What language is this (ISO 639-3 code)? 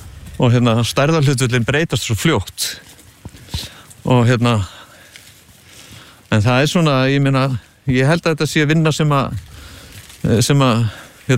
isl